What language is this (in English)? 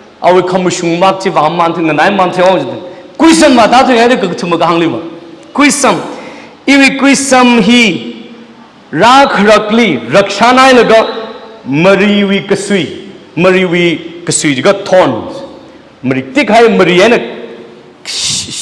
Tangkhul Naga (India)